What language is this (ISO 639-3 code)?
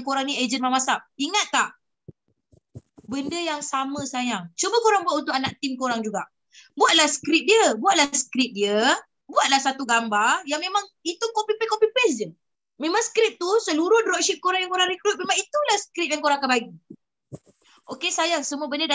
msa